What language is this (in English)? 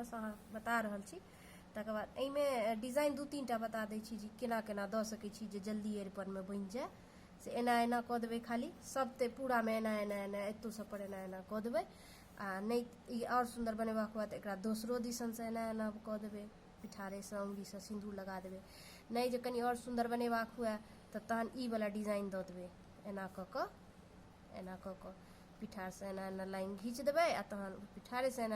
Maithili